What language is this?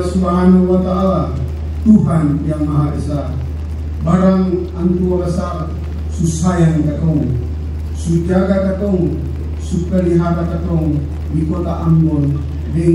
Ambonese Malay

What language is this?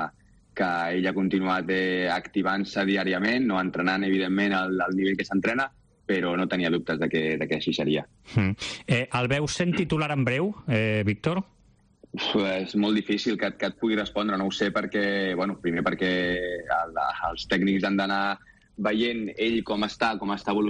Catalan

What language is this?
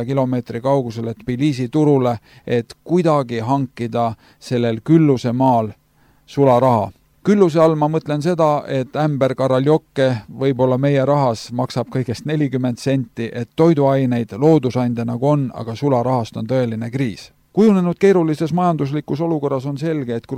Estonian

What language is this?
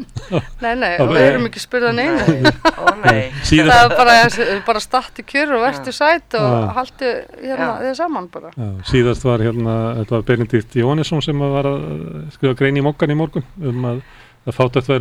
Icelandic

